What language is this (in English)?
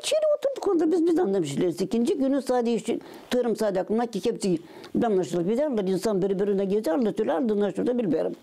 Gagauz